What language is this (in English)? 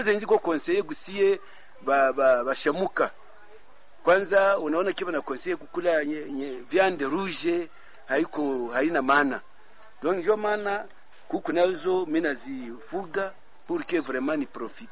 Swahili